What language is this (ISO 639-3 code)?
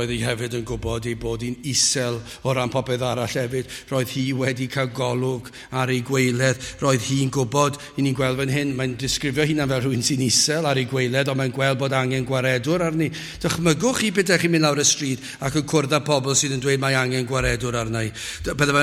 cym